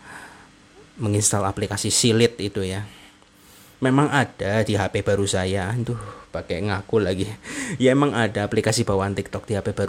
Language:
Indonesian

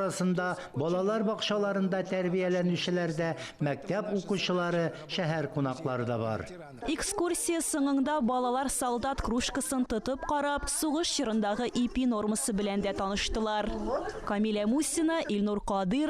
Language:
Tatar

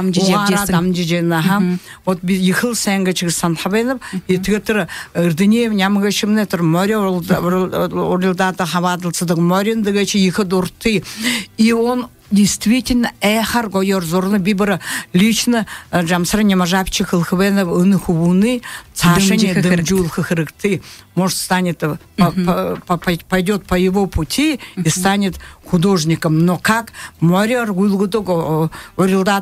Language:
Buriat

